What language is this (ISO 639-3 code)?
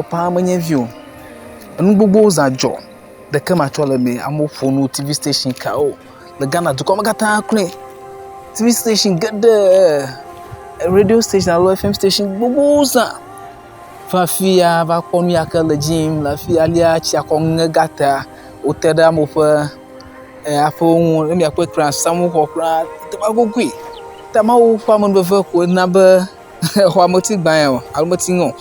ewe